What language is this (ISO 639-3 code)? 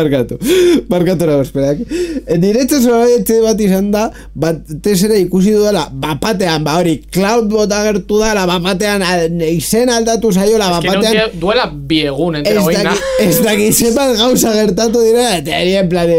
eus